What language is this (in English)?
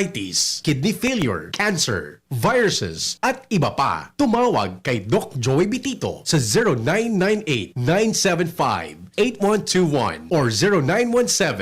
Bikol